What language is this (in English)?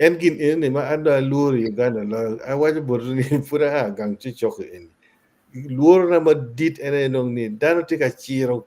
Acoli